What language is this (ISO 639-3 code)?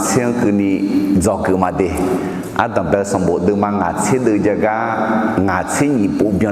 ahk